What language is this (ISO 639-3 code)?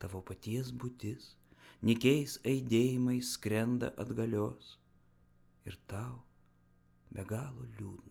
lit